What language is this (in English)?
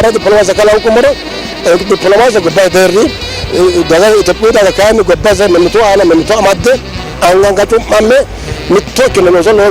Sidamo